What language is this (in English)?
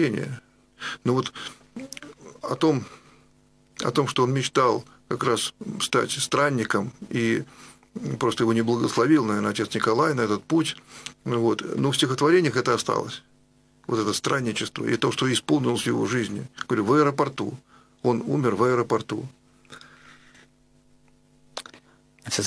Russian